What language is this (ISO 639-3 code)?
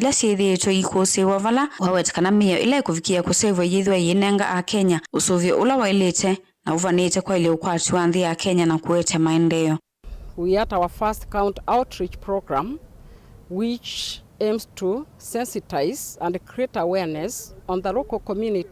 kam